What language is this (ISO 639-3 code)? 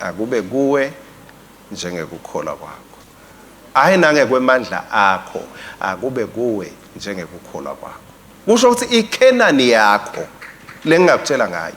ssw